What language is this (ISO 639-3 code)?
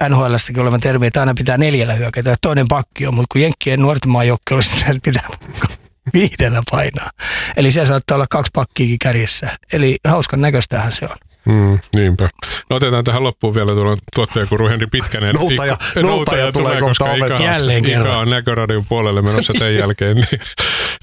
fin